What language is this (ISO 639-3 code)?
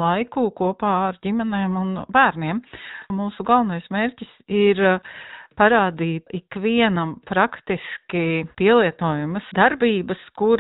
lav